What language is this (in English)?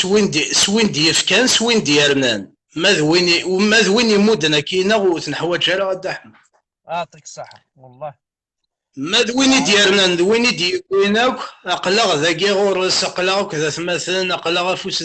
Kabyle